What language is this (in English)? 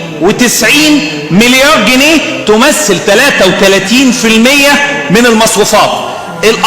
Egyptian Arabic